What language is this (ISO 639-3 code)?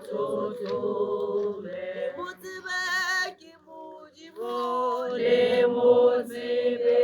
tsn